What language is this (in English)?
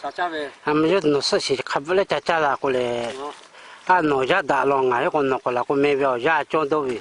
Lahu